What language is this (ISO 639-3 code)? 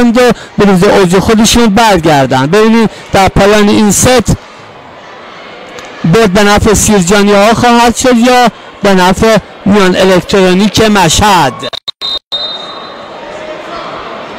fas